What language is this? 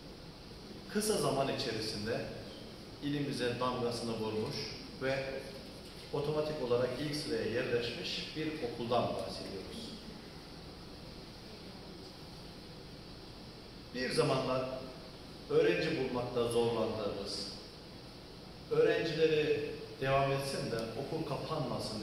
Turkish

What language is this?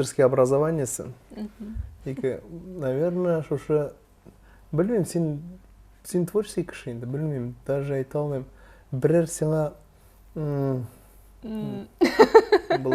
Tatar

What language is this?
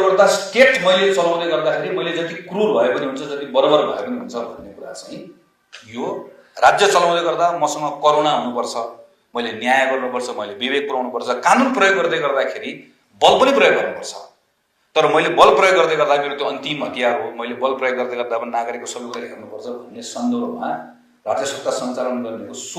Nepali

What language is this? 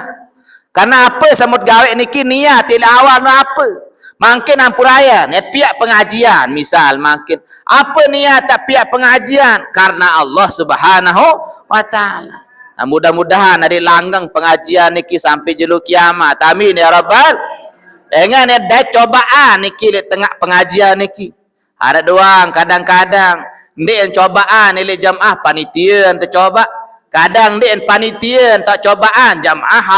Sasak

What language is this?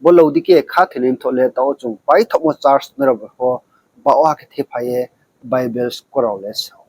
Riang (India)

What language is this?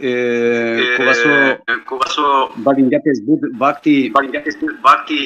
Balkan Romani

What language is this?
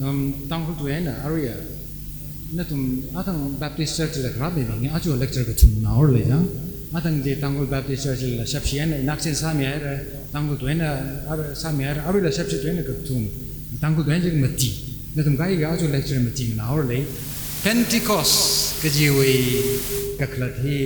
Tangkhul Naga (India)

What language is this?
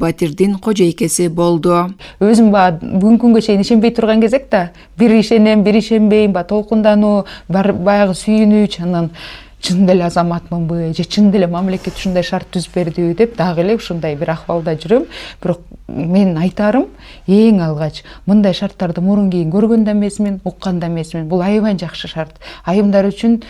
Kyrgyz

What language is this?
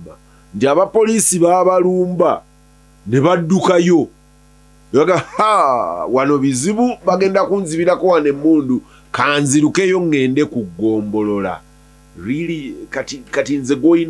Ganda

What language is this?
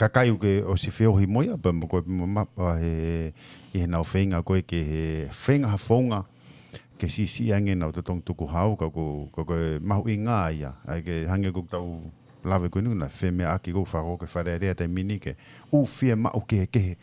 Tongan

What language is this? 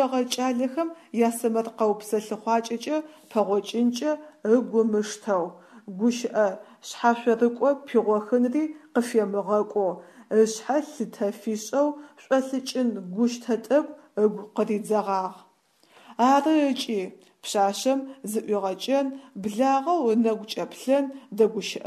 Adyghe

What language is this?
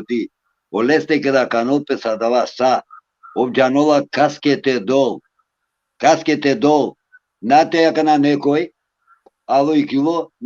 Balkan Romani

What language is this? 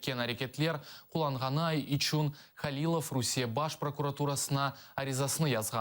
Crimean Tatar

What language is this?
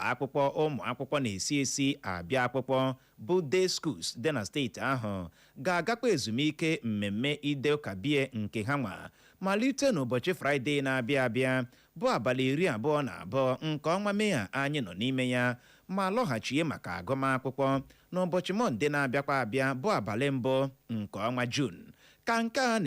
Igbo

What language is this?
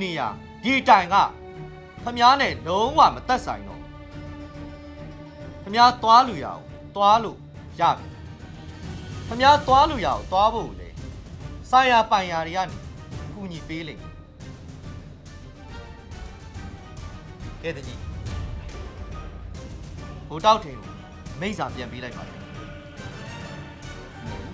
Burmese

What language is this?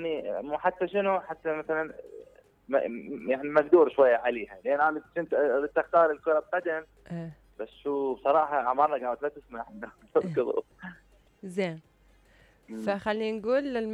Mesopotamian Arabic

